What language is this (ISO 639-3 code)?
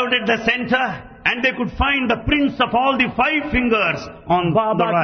tel